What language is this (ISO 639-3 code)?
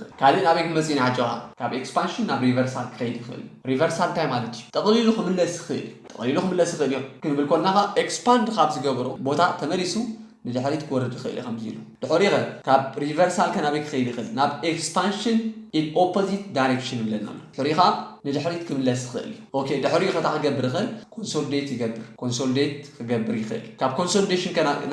tir